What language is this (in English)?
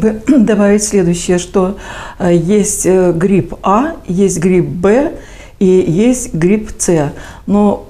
Russian